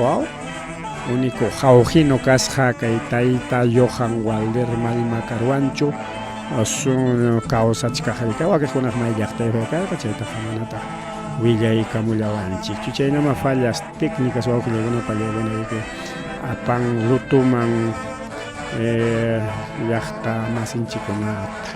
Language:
Ayacucho Quechua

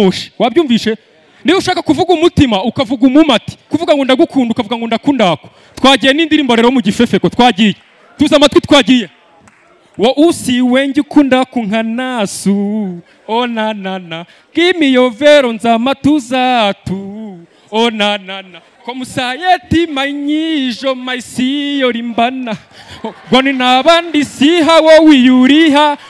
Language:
Kinyarwanda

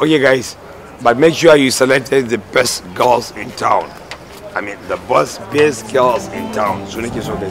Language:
Hausa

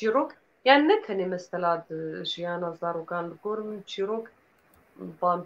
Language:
Kurdish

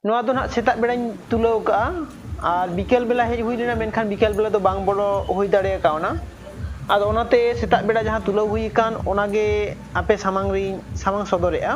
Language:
Santali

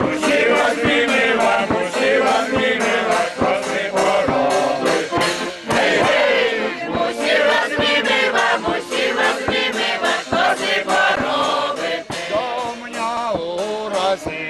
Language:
Rusyn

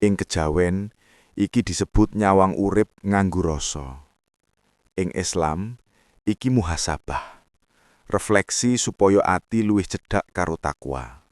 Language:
Javanese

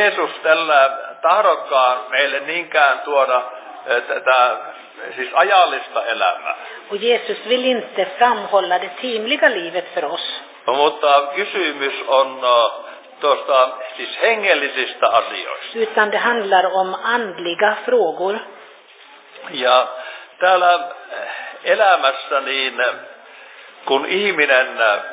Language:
Finnish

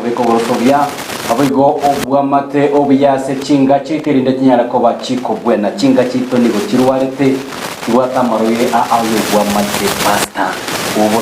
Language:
Gusii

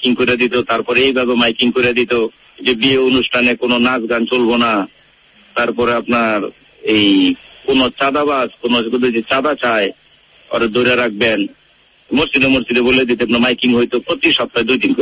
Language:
Bangla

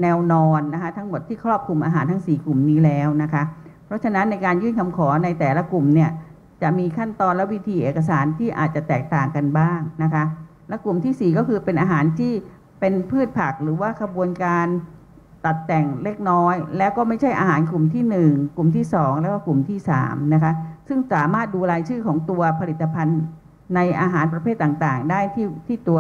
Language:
Thai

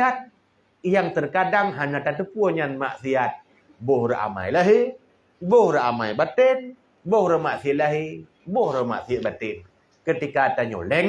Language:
Achinese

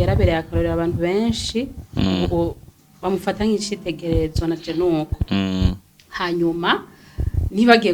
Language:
Rundi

